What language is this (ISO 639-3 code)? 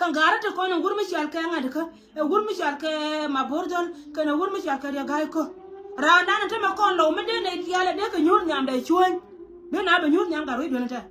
nus